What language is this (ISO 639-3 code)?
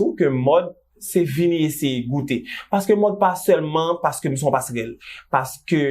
hat